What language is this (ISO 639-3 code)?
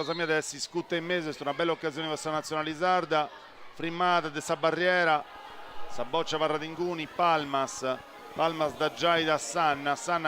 srd